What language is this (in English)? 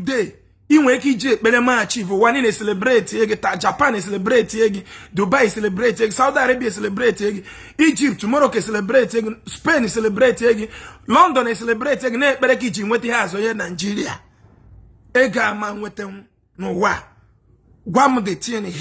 Igbo